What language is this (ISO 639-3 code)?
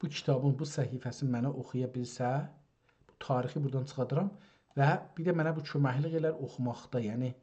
azb